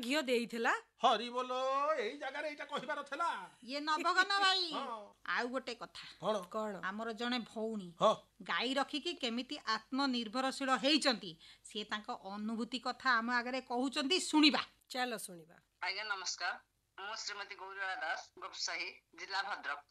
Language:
Odia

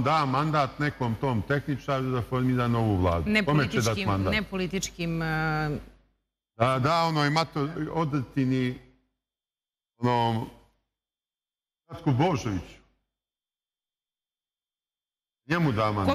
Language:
Serbian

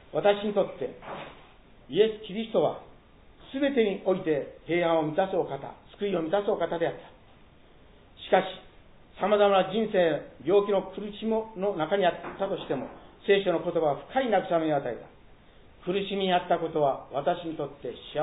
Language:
Japanese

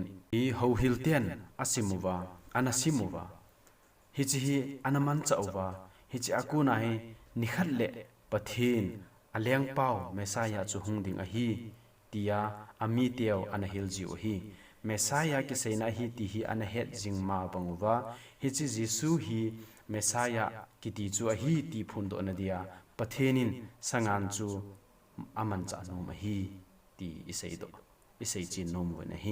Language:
Thado Chin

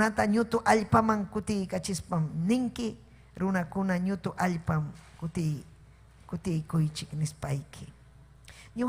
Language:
Ayacucho Quechua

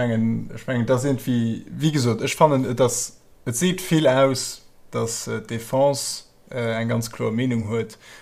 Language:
Luxembourgish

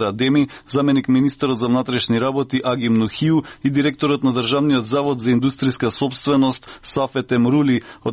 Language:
Macedonian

